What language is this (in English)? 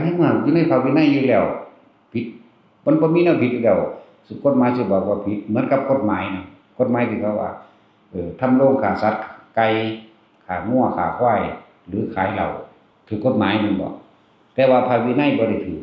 Northeastern Thai